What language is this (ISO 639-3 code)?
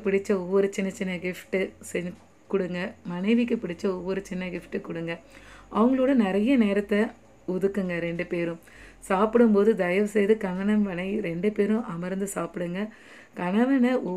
tam